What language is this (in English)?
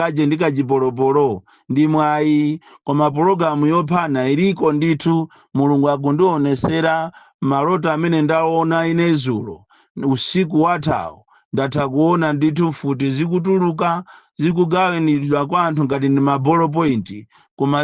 Nyanja